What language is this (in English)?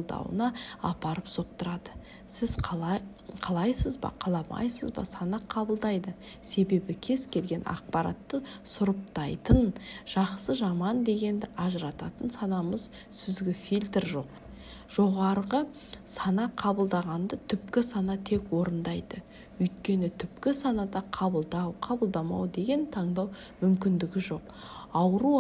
Kazakh